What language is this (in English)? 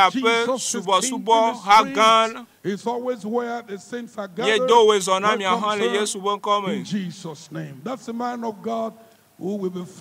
Ewe